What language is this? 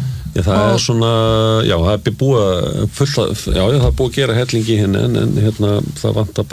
Icelandic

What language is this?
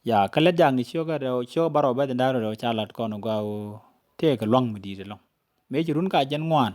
Nuer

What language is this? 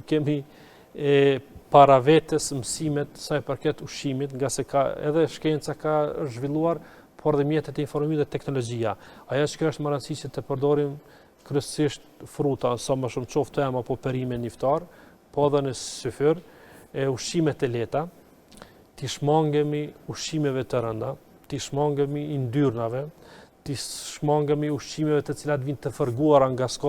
Albanian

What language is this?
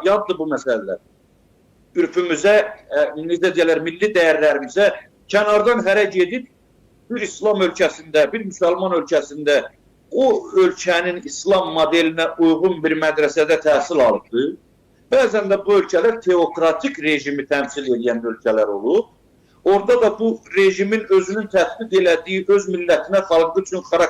Azerbaijani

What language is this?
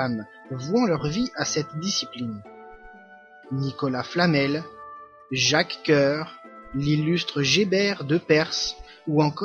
French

